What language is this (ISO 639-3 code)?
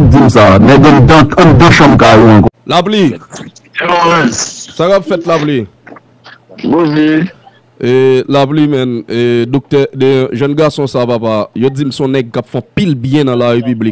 hat